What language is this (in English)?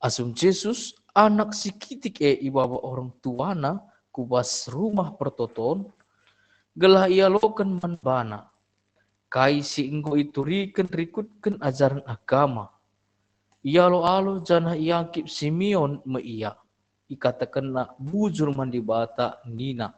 Batak Karo